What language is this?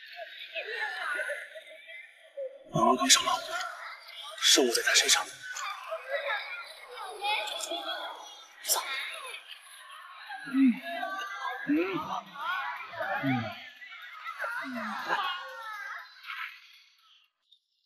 Chinese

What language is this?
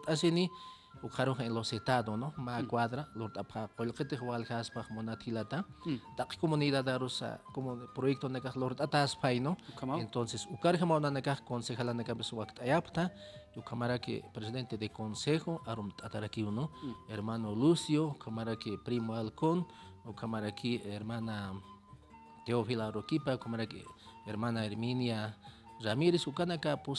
Aymara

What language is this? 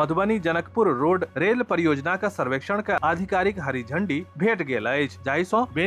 Maithili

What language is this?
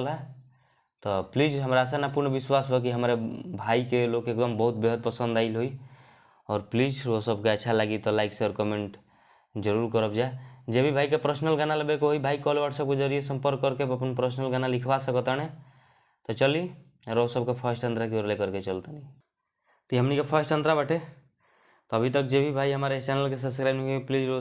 Bhojpuri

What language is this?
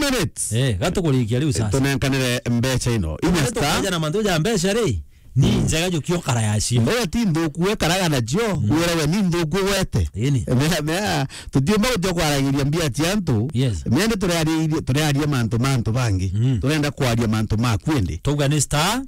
Meru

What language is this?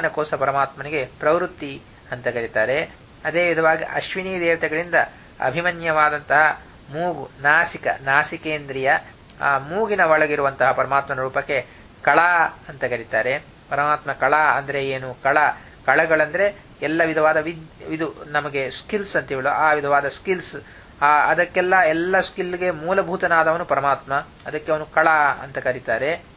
Kannada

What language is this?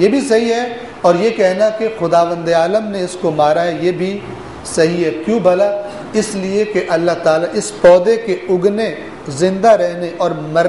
Urdu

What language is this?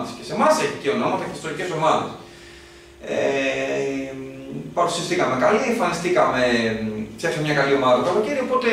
Greek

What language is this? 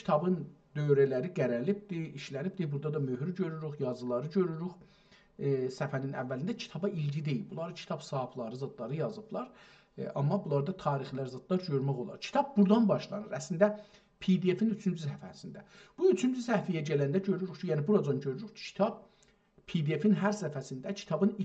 South Azerbaijani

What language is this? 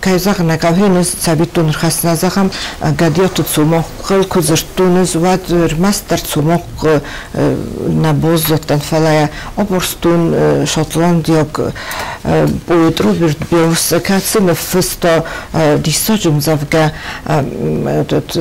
Ossetic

